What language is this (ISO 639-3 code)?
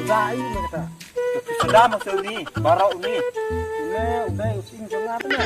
kha